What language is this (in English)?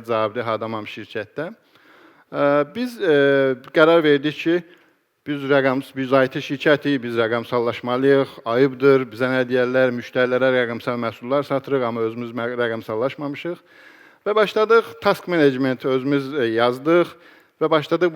Azerbaijani